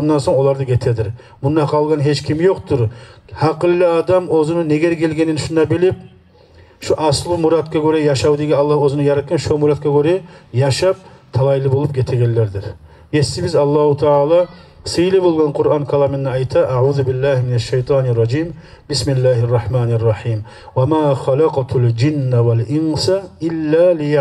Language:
Kumyk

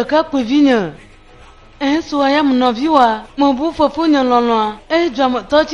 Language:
Ewe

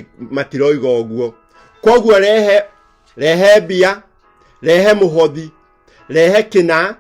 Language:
Kikuyu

